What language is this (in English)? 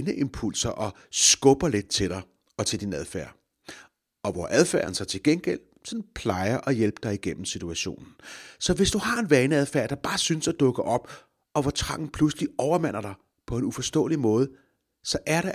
Danish